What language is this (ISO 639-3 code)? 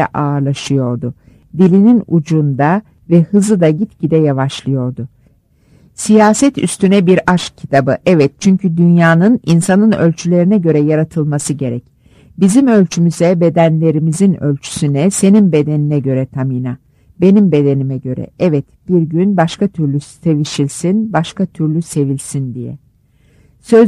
tur